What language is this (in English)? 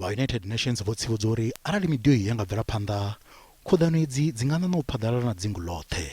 Venda